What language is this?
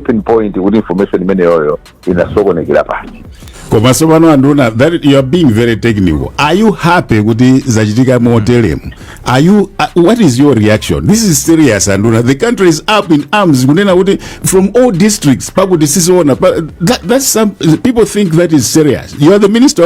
Nyanja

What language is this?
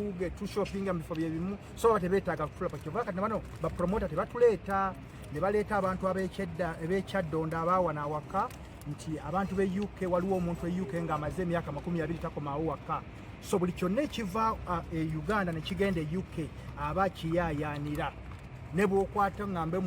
Ganda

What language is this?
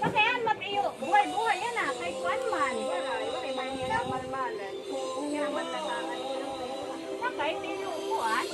Waray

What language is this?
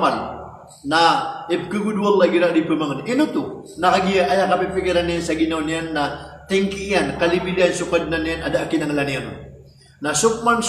Maranao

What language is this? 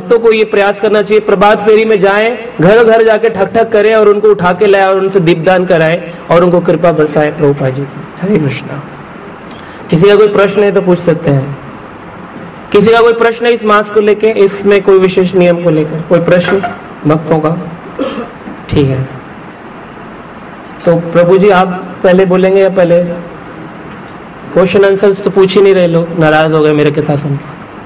Hindi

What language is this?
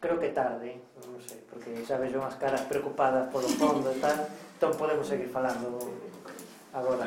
Galician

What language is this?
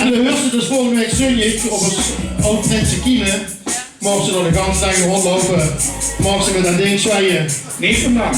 Limburgish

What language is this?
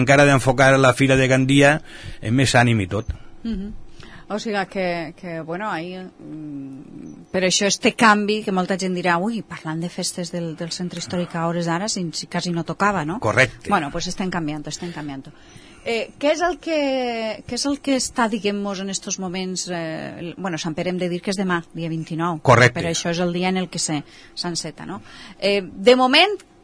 Catalan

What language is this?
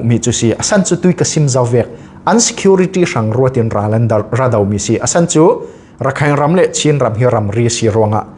Falam Chin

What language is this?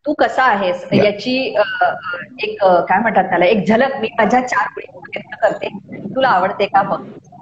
Marathi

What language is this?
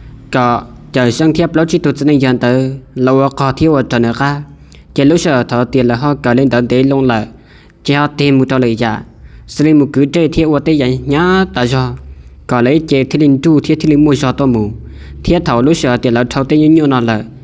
Hmong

